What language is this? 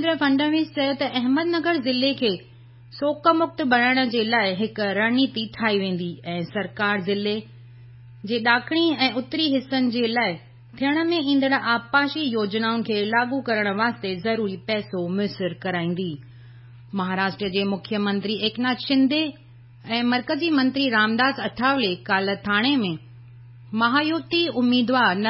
Sindhi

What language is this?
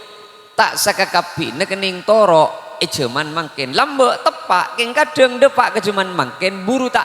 Madurese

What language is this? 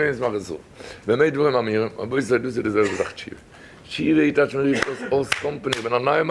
Yiddish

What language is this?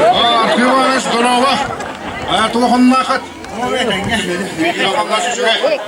Yakut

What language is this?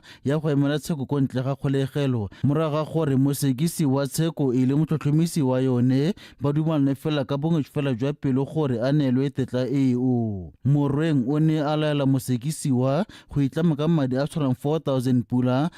Tswana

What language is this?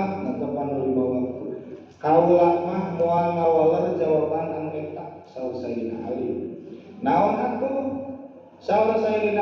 Sundanese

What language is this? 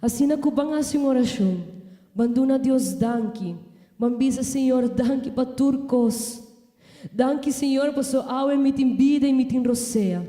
Papiamento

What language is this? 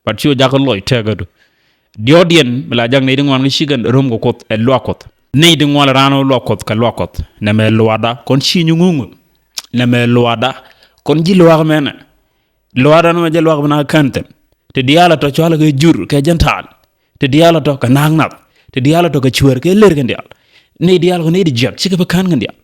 Nuer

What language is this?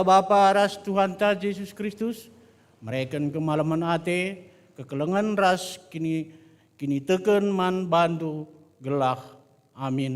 Batak Karo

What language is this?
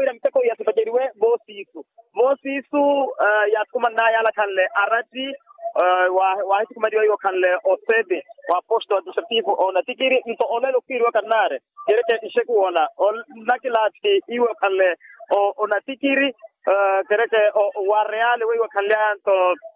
Makhuwa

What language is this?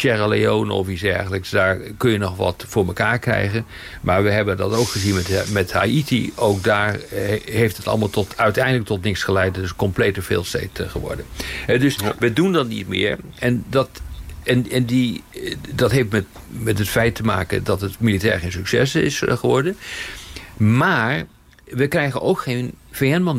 Dutch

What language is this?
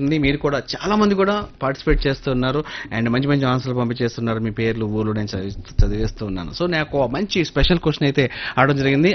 Telugu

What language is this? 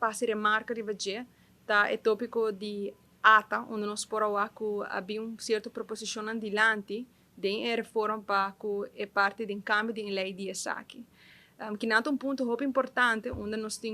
Papiamento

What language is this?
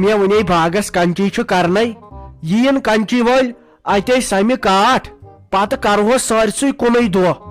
Kashmiri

